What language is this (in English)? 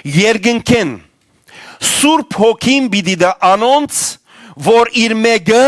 Western Armenian